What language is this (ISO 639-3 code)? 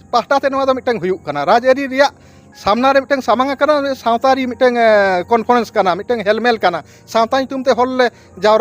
sat